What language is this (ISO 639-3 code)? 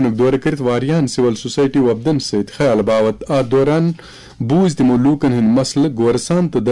kas